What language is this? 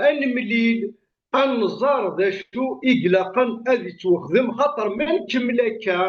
Kabyle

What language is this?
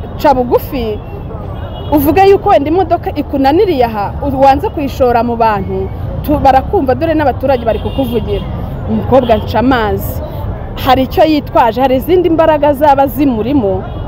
Kinyarwanda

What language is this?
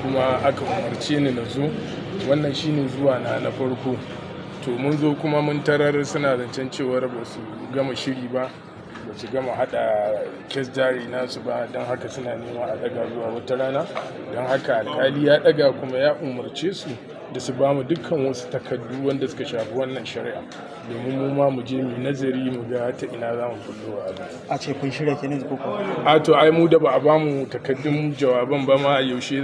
Hausa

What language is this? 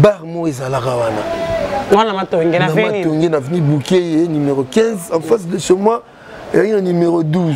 Lingala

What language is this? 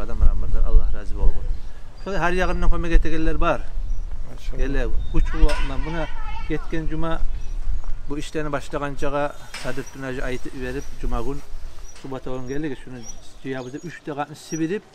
Kumyk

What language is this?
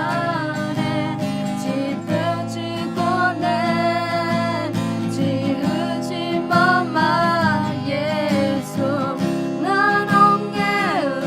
Akha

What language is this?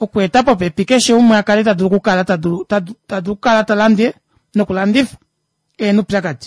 Kuanyama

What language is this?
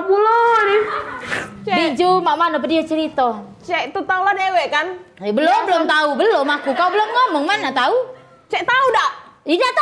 Musi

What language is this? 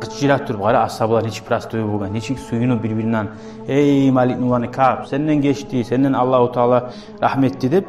Kumyk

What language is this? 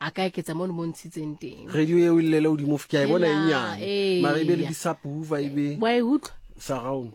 Southern Sotho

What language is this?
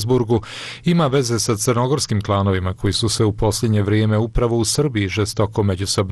Serbian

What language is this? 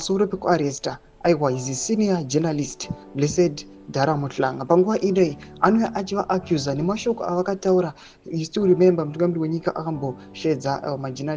Shona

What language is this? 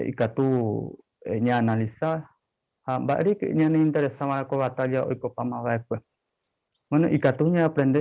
Guarani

